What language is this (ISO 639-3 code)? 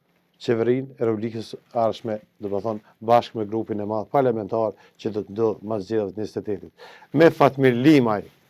sqi